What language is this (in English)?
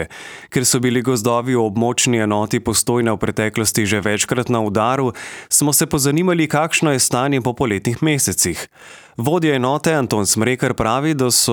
Slovenian